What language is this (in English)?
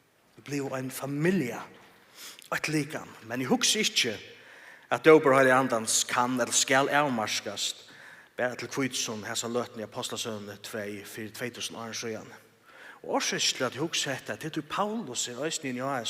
Faroese